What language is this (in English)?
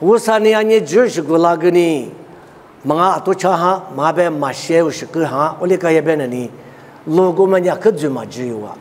Lisu